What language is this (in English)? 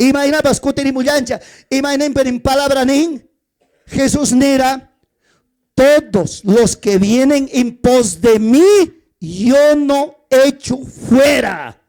Ayacucho Quechua